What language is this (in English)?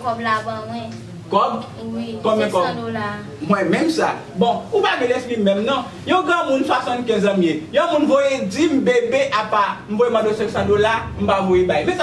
Haitian Creole